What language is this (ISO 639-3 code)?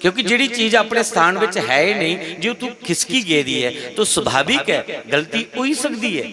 doi